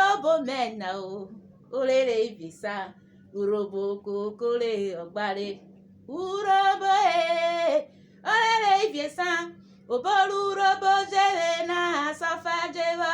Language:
Urhobo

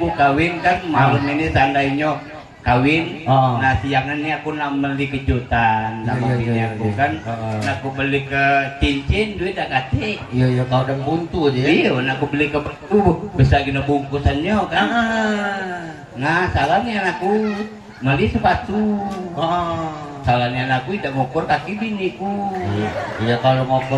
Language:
Musi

